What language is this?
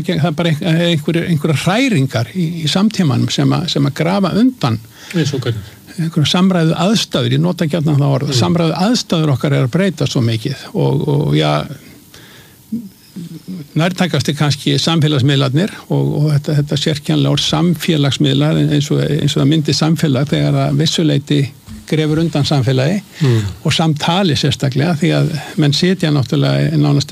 Icelandic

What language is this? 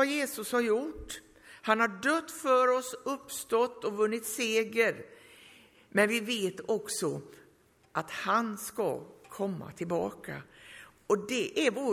Swedish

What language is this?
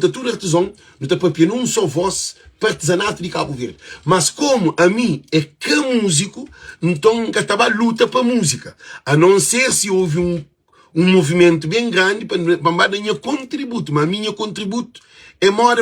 Kabuverdianu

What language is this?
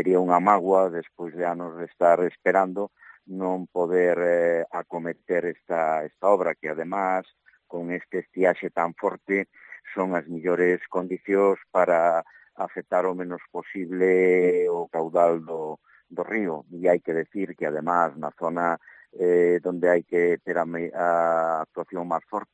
Galician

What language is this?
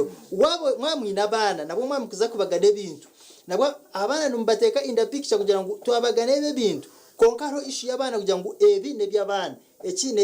Nyankole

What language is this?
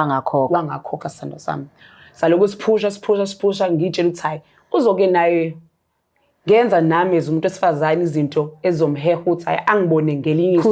Zulu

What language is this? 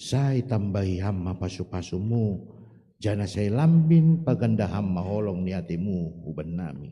Batak Simalungun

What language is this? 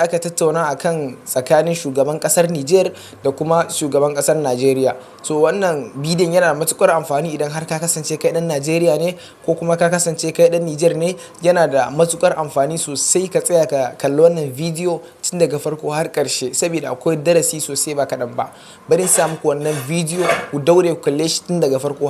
Hausa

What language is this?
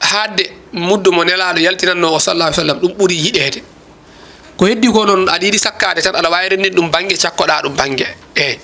Fula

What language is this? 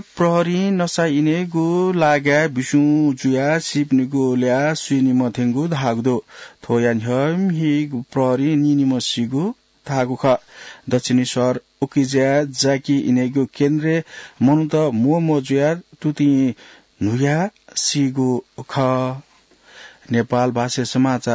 Newari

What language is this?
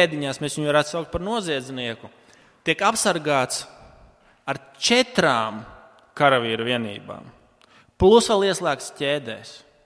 Latvian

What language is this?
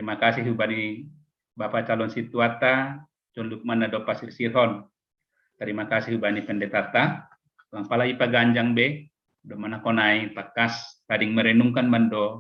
Batak Simalungun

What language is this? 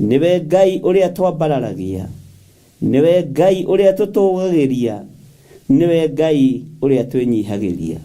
Kikuyu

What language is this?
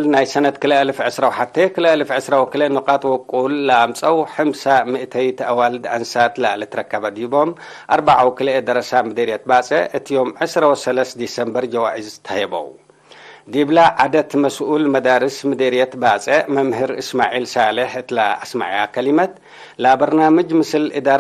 Tigre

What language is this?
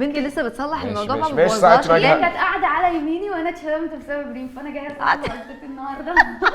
Egyptian Arabic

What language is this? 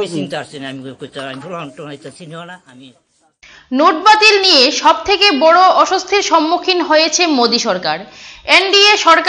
Bangla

